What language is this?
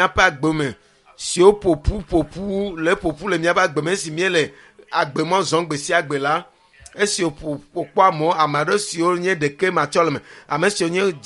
Ewe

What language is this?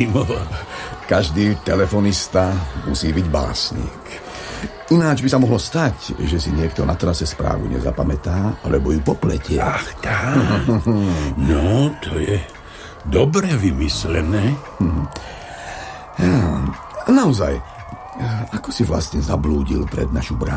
Slovak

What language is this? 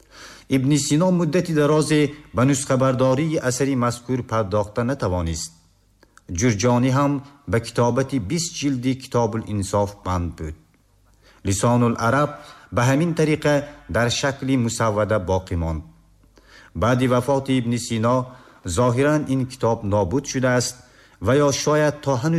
Tajik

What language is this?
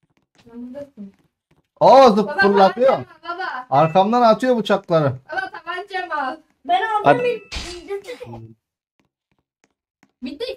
Turkish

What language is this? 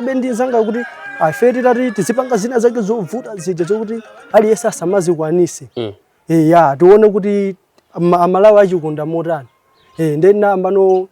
Nyanja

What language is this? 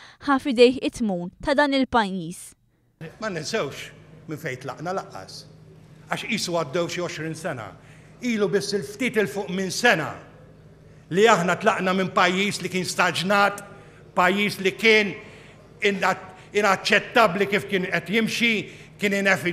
Maltese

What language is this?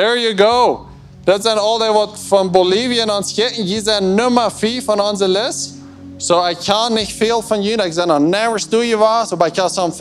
Plautdietsch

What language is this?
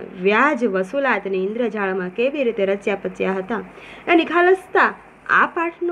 Gujarati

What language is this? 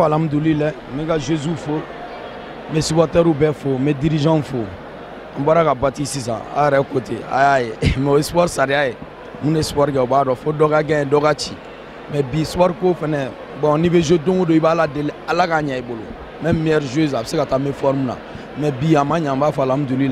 Bambara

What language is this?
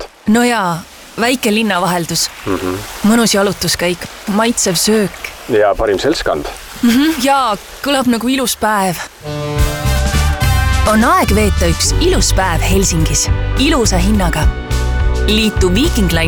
Estonian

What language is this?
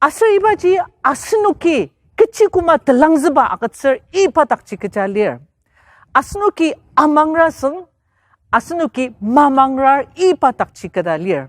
Ao Naga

